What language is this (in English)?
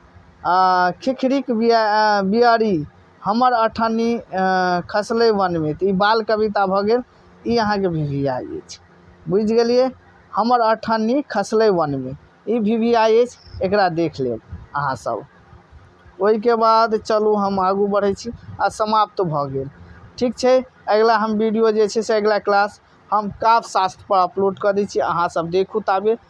Maithili